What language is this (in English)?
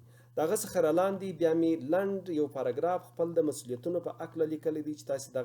Pashto